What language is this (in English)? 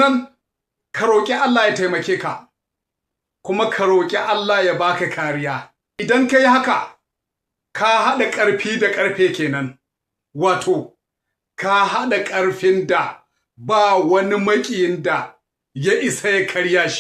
Hausa